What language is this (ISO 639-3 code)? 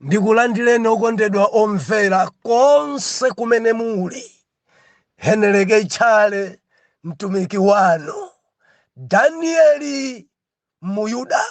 nya